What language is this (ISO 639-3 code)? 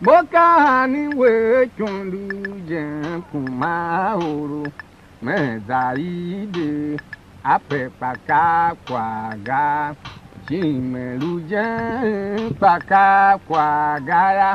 tiv